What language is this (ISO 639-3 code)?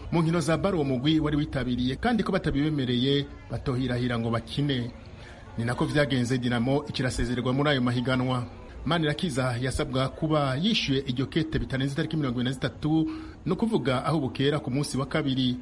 kin